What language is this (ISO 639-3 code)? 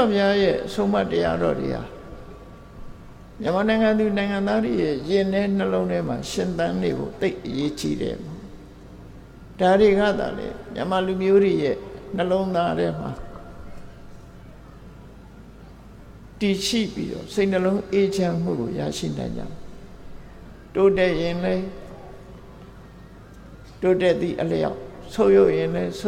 mya